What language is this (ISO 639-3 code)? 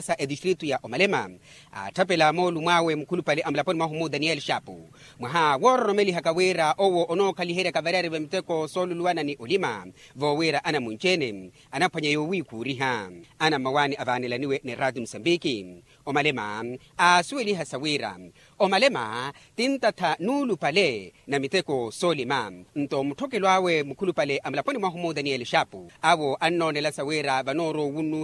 vmw